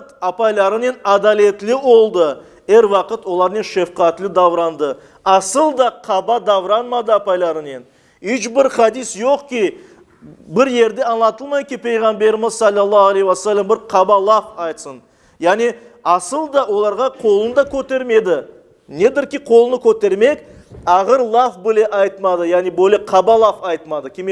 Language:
Crimean Tatar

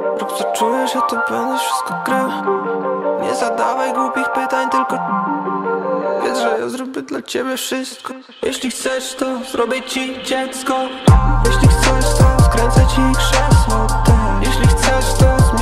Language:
Polish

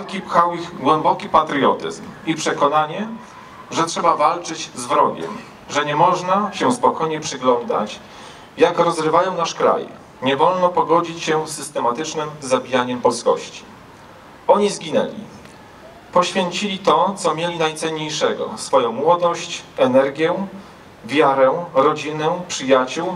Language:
Polish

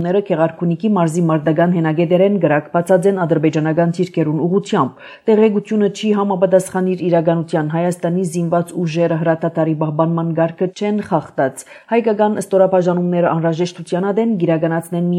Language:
Armenian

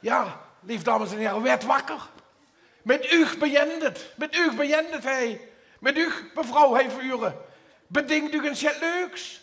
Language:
Limburgish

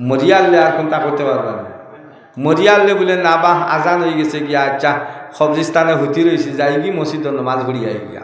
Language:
Sylheti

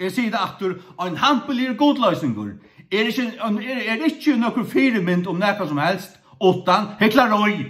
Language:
Faroese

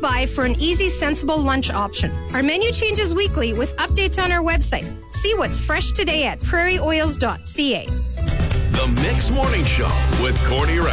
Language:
English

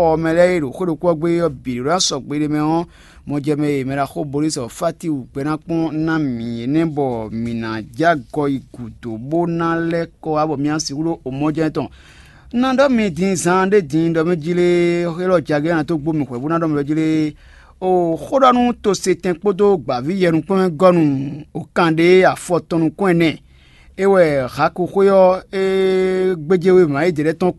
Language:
Fon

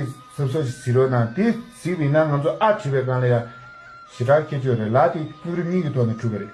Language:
Tibetan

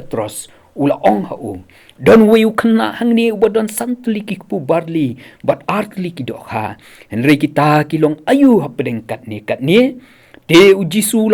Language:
Khasi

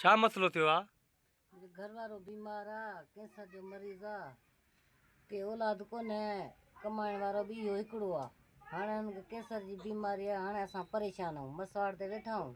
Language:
Sindhi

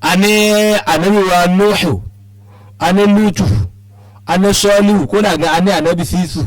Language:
Yoruba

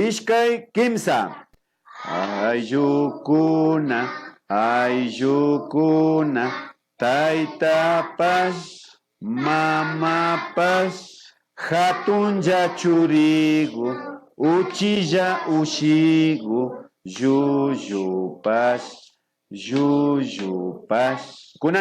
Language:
Imbabura Highland Quichua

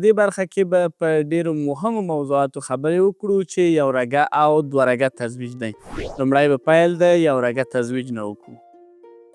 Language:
Pashto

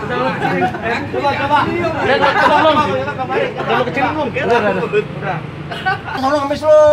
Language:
Betawi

